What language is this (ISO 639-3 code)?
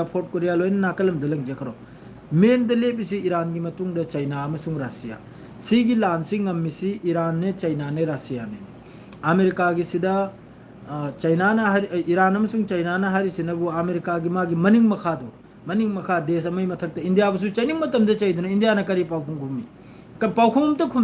mni